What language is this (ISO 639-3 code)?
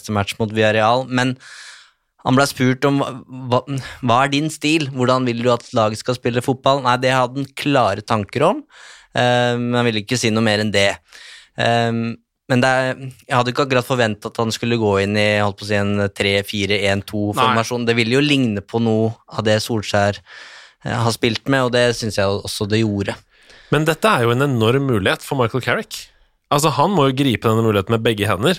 nor